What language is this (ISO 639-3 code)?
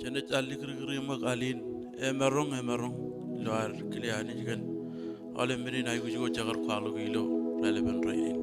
mah